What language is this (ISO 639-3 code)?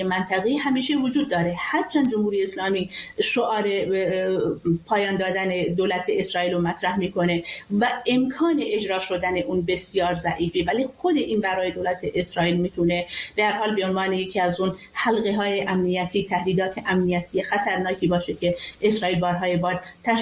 fas